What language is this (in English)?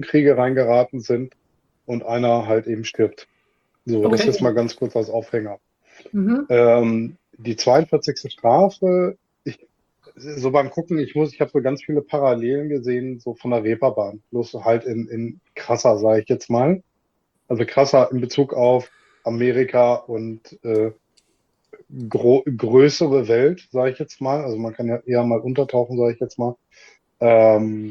German